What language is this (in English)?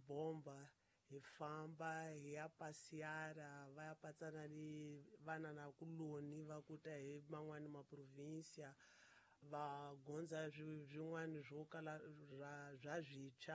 Tsonga